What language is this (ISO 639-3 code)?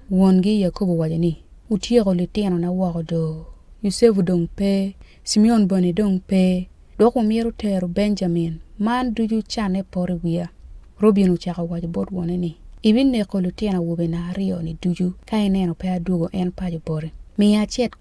ach